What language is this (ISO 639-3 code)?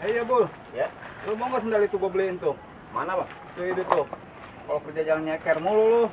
bew